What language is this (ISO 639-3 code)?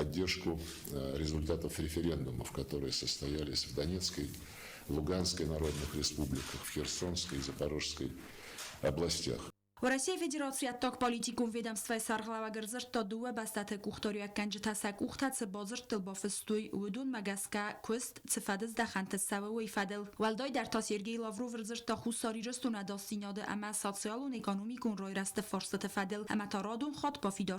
oss